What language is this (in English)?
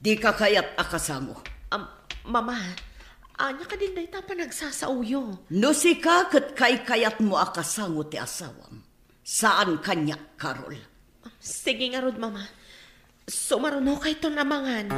Iloko